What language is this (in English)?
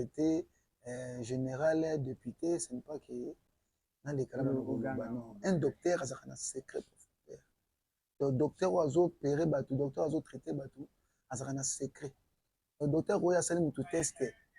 Lingala